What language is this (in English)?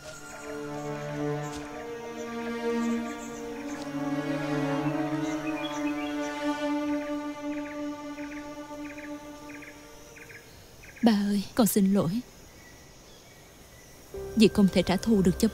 Vietnamese